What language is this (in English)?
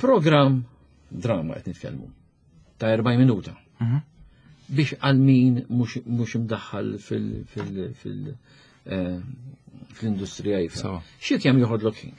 Maltese